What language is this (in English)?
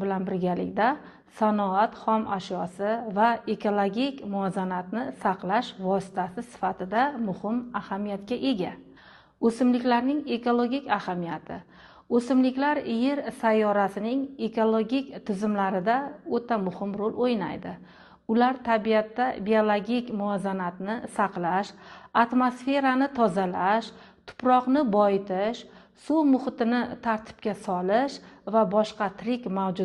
Uzbek